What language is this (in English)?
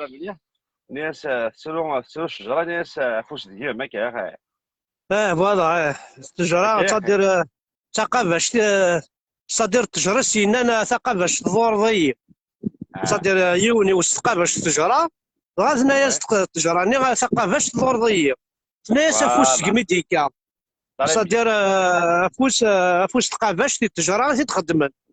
Kabyle